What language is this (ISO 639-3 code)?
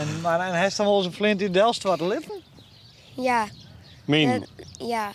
fry